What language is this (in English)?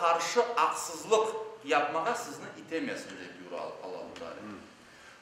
Crimean Tatar